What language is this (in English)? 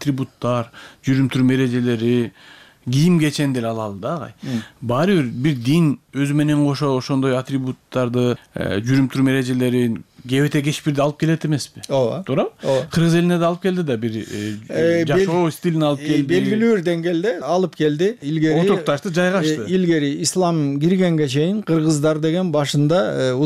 Kyrgyz